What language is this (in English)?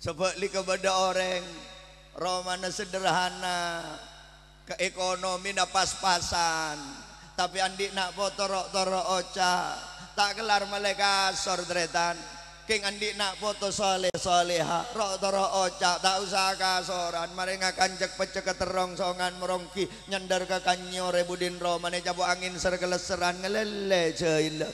Madurese